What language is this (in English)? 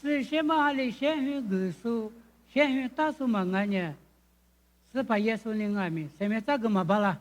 Lisu